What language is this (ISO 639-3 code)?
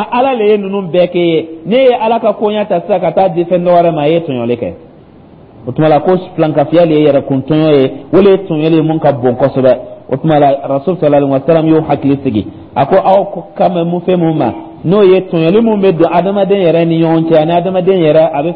dyu